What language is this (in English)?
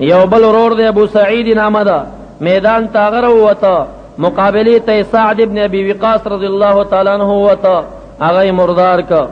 Pashto